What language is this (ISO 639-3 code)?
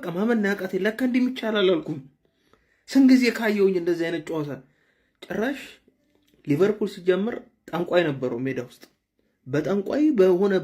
amh